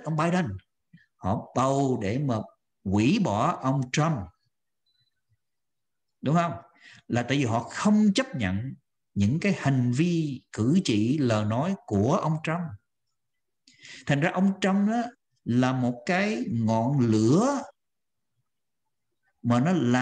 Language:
Vietnamese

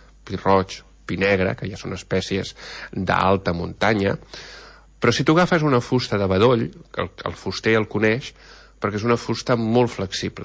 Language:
Catalan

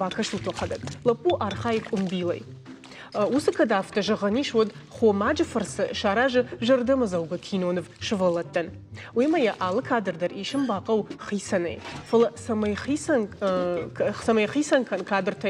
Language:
Ossetic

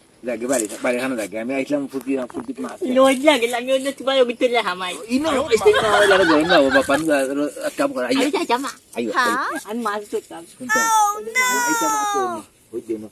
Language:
Sylheti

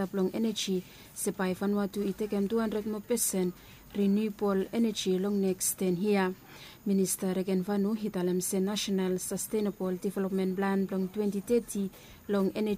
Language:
Bislama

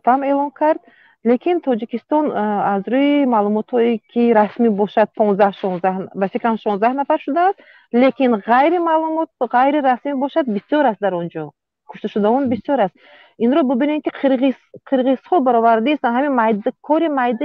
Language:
Tajik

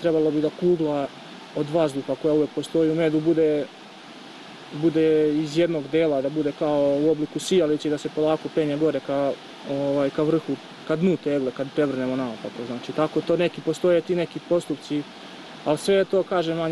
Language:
Serbian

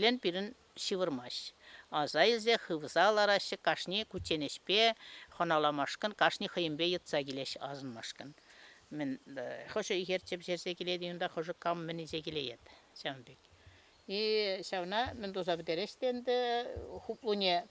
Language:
Chuvash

